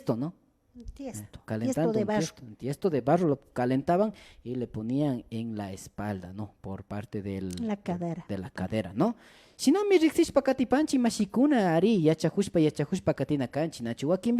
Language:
Imbabura Highland Quichua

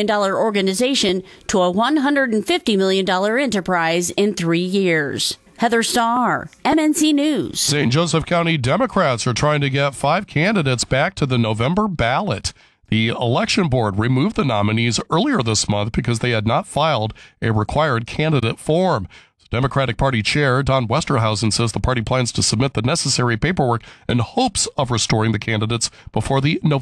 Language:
English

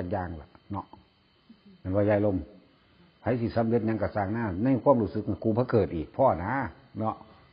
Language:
Northeastern Thai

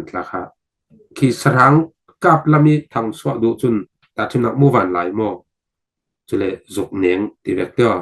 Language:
Falam Chin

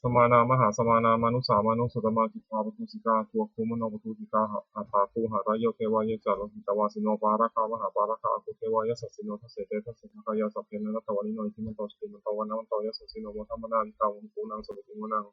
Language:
Pali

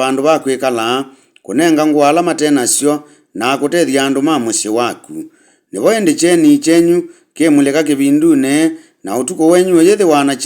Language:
Kamba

